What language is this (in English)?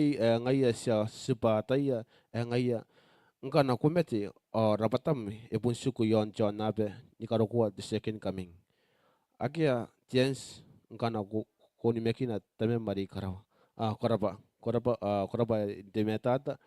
Gilbertese